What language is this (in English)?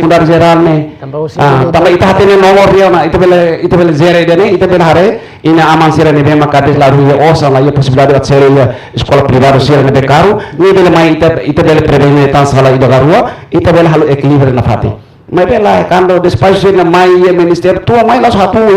Tetum